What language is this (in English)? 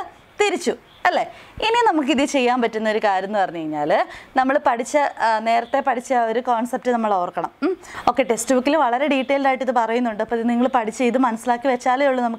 Malayalam